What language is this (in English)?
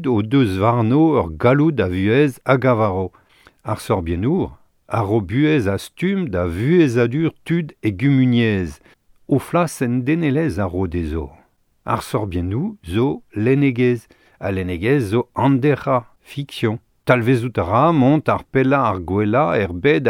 Breton